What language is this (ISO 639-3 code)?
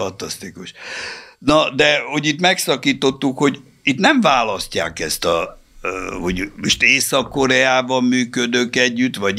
hun